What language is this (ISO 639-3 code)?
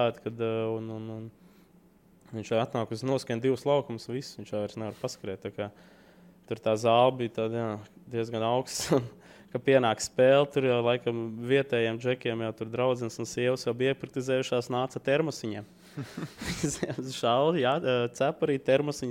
lav